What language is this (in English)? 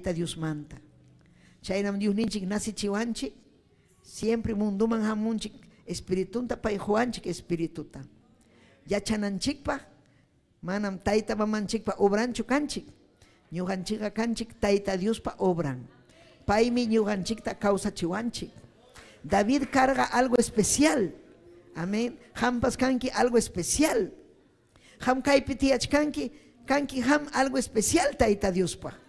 Ayacucho Quechua